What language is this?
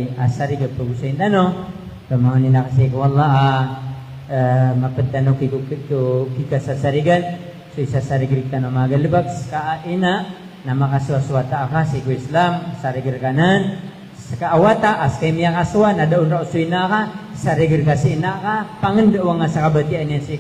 Maranao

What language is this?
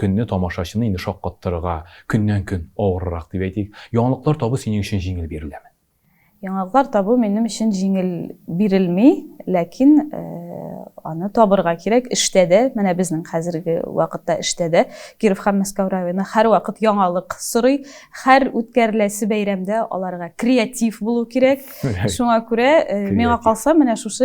Tatar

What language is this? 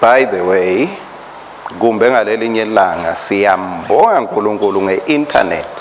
Swati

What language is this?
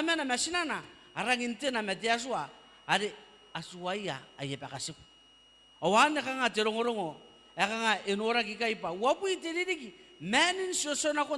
Gilbertese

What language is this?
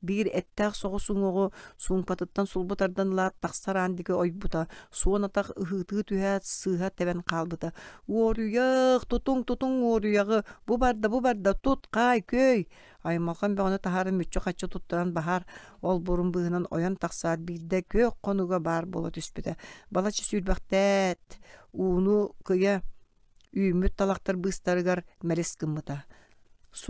Yakut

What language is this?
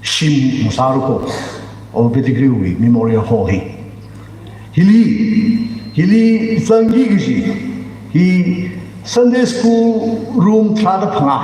Tangkhul Naga (India)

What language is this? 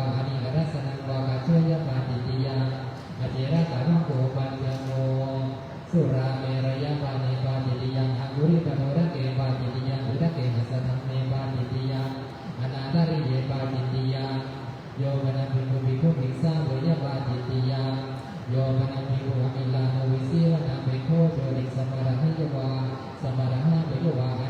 Pali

